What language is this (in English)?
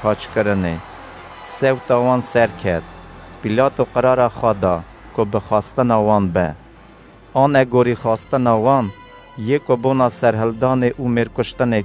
Kurdish